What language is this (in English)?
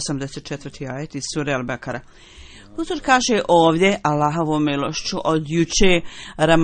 Bosnian